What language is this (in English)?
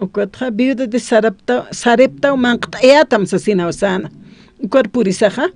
Aymara